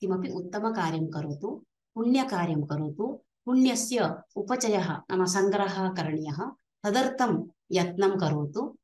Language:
Sanskrit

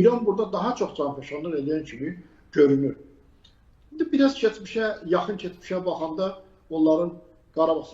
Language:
Azerbaijani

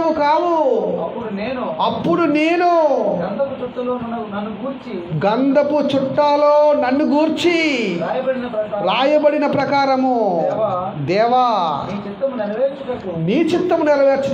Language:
Telugu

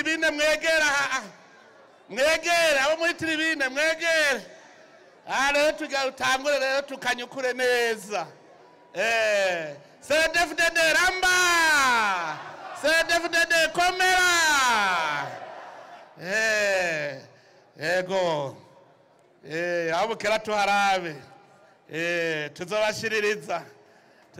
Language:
Rundi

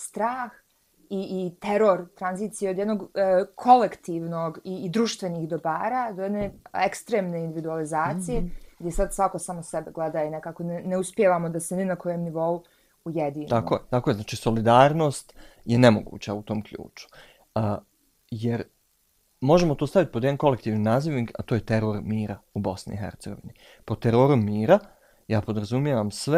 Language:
Bosnian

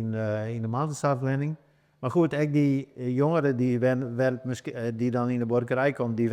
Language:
Western Frisian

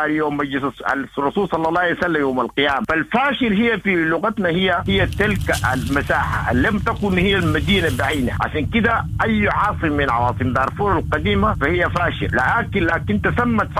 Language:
Sudanese Arabic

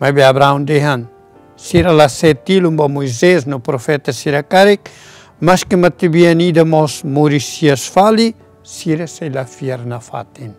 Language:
Tetum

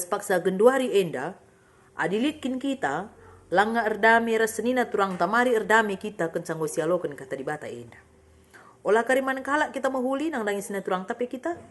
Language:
Batak Karo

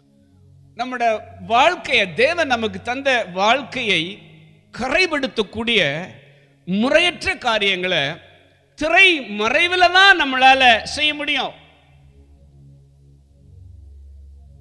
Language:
Tamil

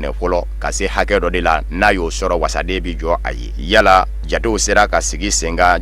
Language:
Bambara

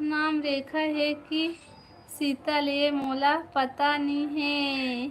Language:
Chhattisgarhi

